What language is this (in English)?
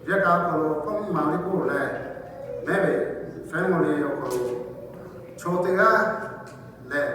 Lahu